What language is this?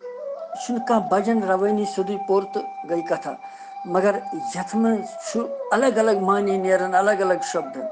Kashmiri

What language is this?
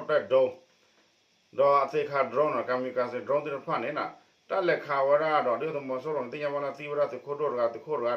S'gaw Karen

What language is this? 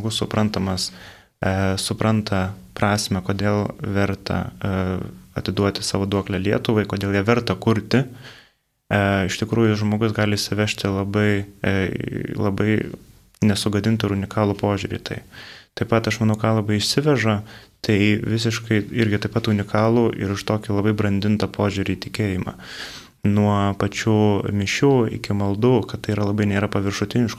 Lithuanian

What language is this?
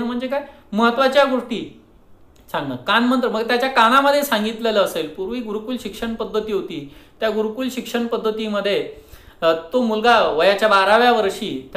Marathi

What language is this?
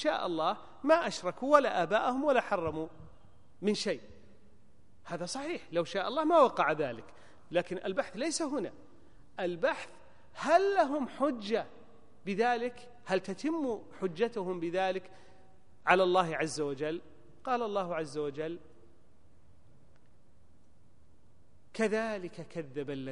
Arabic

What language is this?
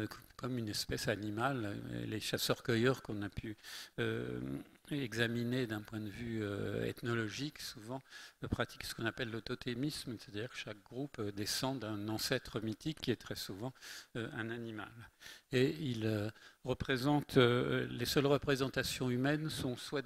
French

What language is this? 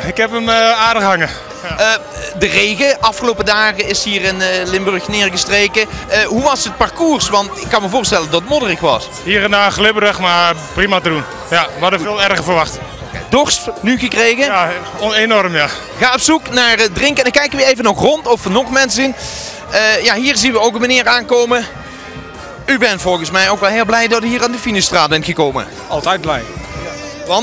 Dutch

